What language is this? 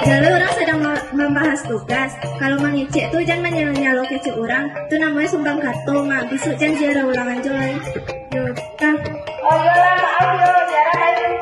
Minangkabau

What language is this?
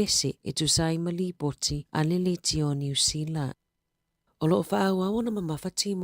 Samoan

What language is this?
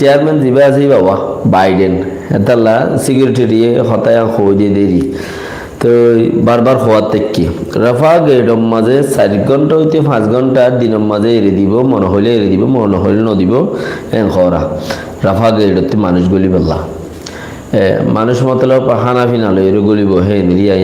Rohingya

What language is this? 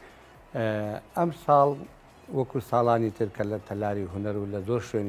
Central Kurdish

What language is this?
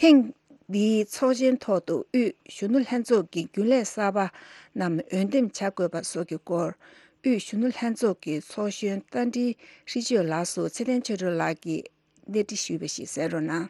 Tibetan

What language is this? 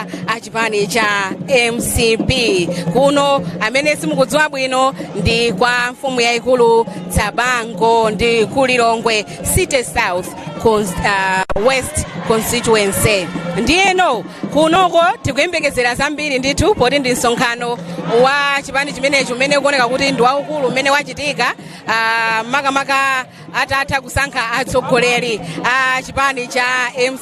Nyanja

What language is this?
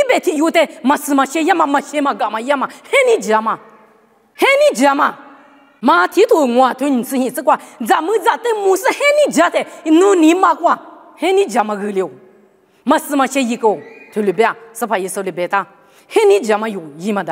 Lisu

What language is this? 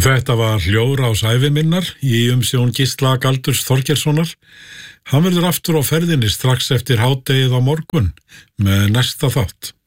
Icelandic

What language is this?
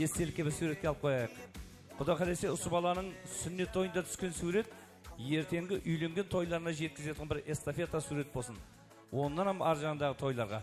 Kara-Kalpak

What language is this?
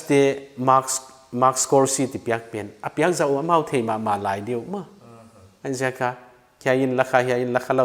Paite Chin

